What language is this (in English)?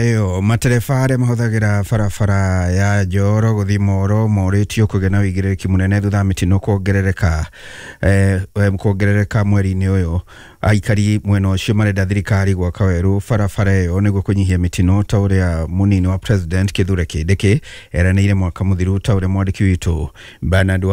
Kikuyu